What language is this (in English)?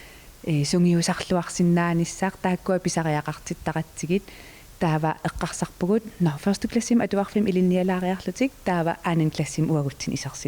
Kalaallisut